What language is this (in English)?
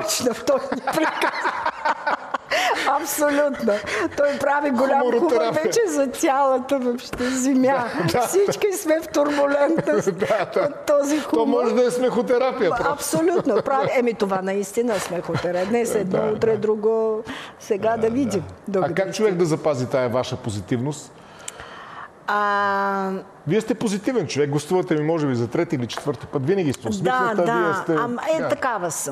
Bulgarian